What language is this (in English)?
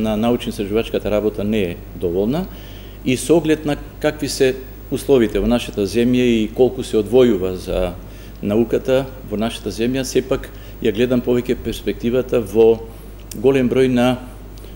Macedonian